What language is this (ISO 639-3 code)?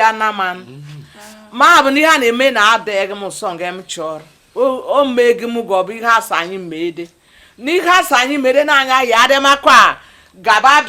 ibo